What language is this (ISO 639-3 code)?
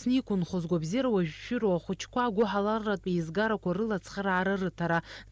abk